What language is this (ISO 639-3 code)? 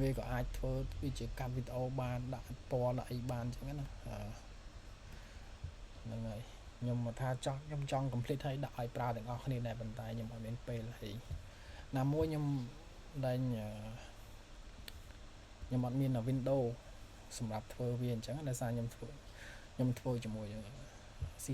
khm